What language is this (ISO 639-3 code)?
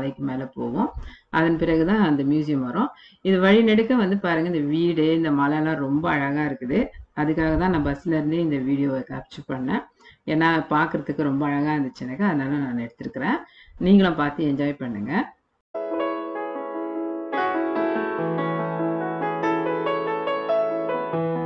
tam